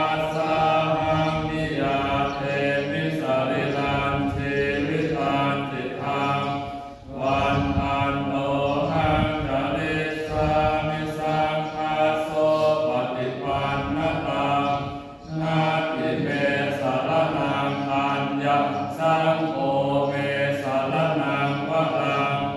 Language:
Pali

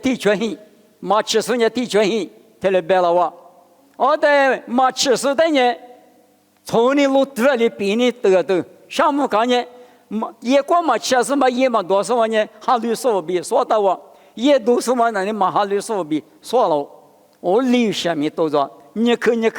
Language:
Lisu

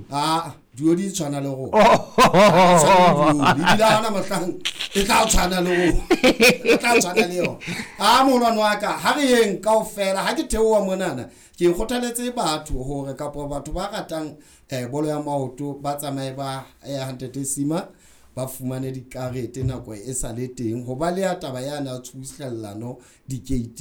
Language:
Southern Sotho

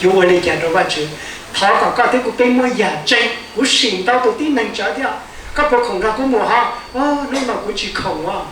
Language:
Hmong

